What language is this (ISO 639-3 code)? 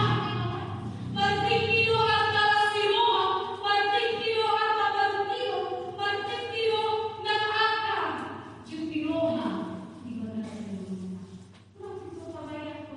bbc